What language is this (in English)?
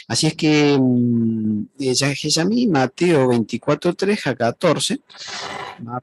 Guarani